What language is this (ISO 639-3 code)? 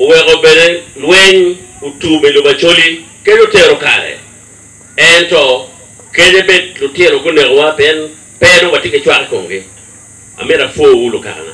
ach